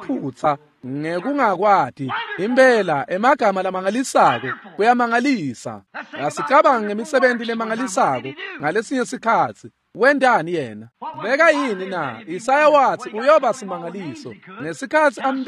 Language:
Swati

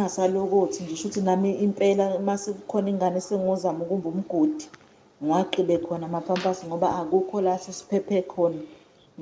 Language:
Zulu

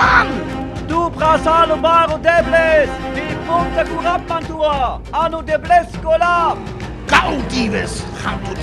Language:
Sinte Romani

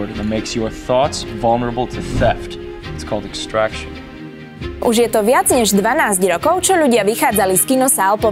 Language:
Slovak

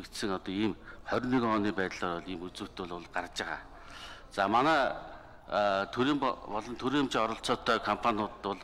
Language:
Mongolian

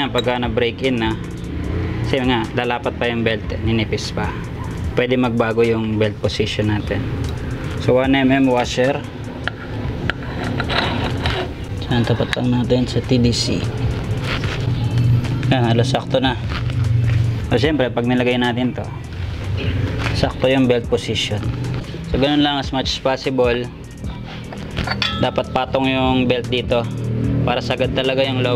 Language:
Filipino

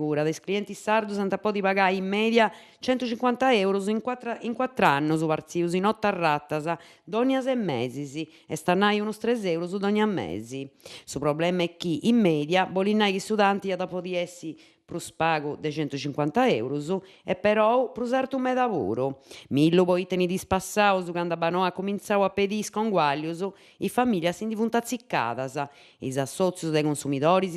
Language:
Sardinian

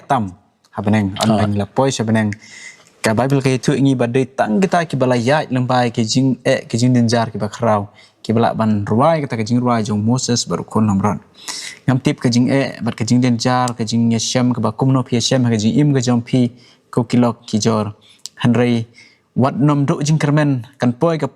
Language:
Khasi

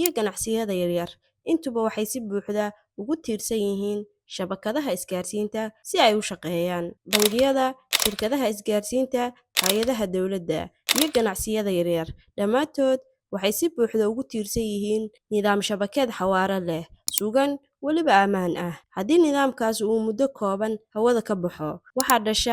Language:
Somali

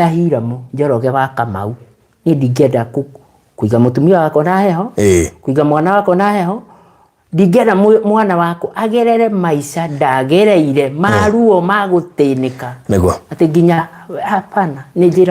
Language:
Kikuyu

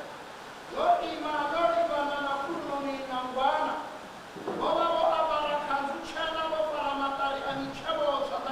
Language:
Venda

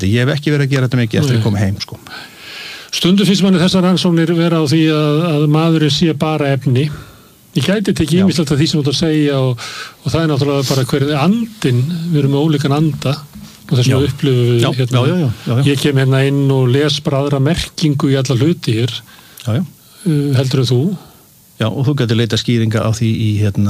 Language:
Icelandic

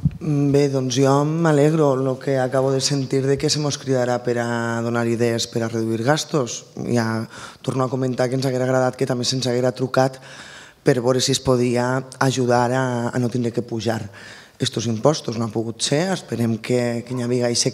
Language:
Catalan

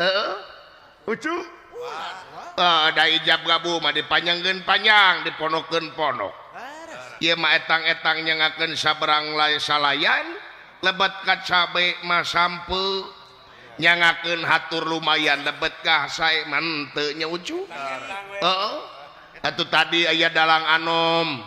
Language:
Sundanese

